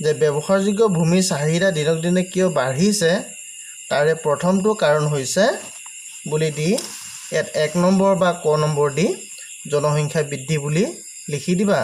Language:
Assamese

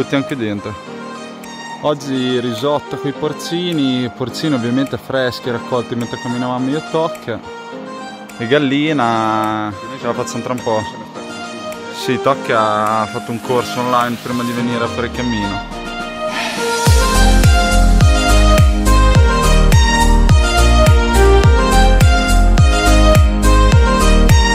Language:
Italian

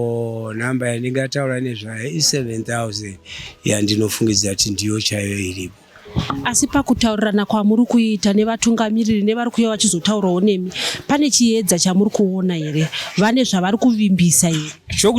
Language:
Shona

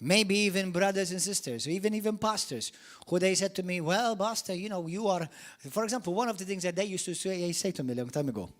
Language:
English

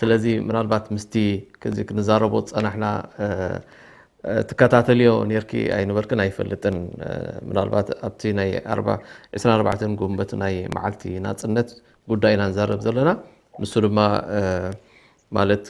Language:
Tigrinya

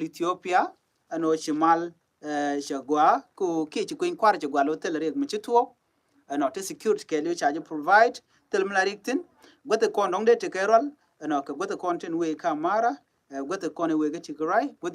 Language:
Nuer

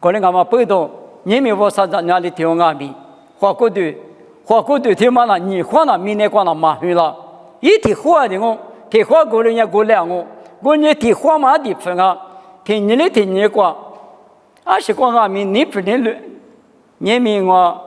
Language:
Lisu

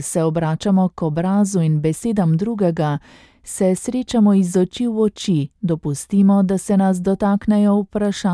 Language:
Slovenian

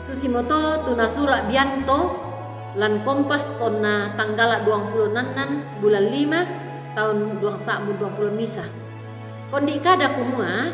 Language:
Toraja-Sa'dan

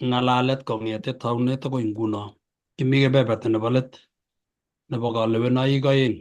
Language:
Kalenjin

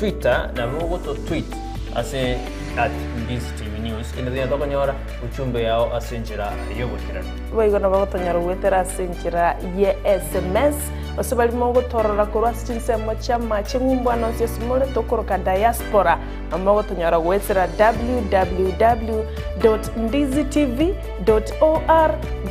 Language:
Gusii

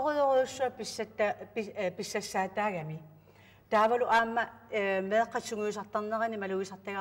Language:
Kalaallisut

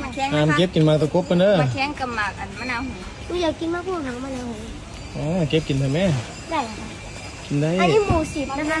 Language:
Northeastern Thai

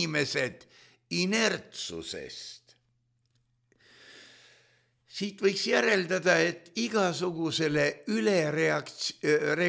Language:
Estonian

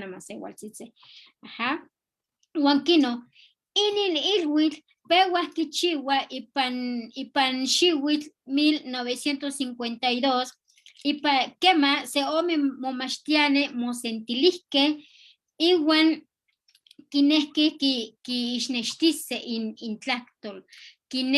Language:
Eastern Huasteca Nahuatl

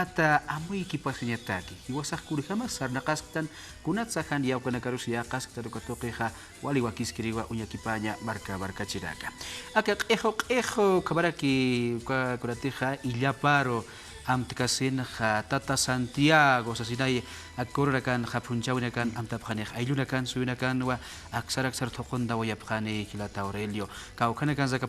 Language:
Aymara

